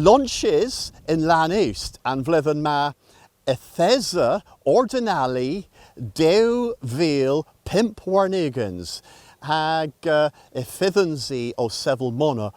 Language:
Cornish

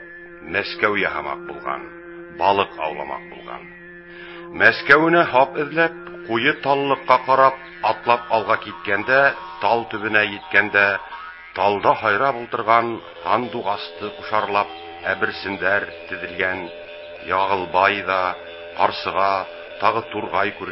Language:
Bashkir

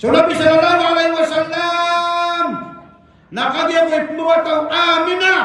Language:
Maranao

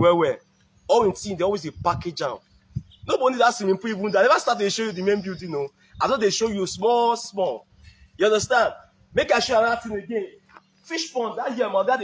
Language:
Nigerian Pidgin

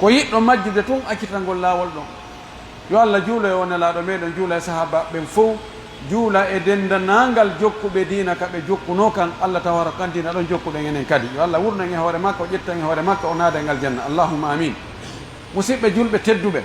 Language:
Pular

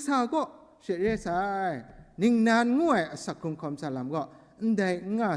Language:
Kachin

